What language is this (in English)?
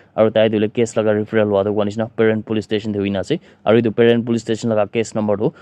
Naga Pidgin